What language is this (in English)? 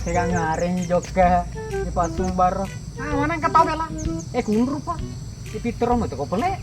Buginese